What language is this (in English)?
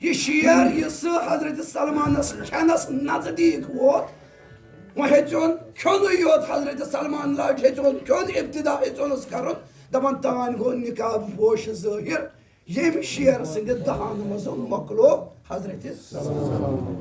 Kashmiri